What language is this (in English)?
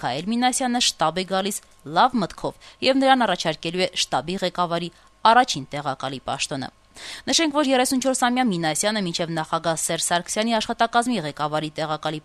Armenian